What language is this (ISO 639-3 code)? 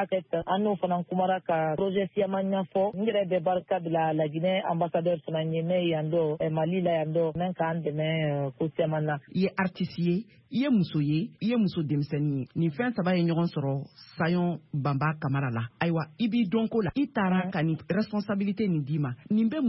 bam